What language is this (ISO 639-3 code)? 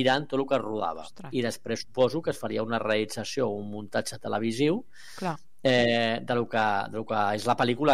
cat